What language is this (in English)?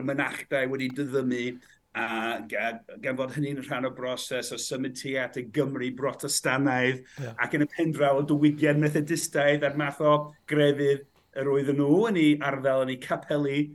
Welsh